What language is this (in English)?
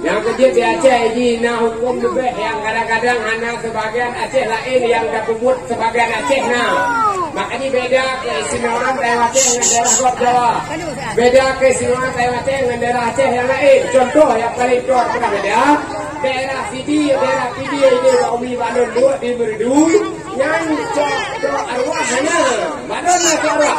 Achinese